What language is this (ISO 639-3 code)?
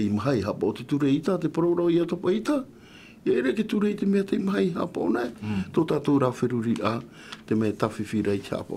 tah